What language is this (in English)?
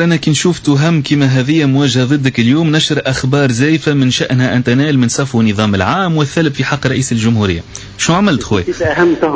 Tunisian Arabic